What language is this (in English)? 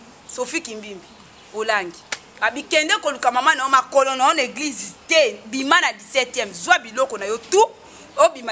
Lingala